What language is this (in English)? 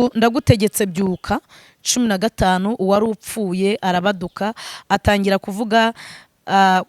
Kinyarwanda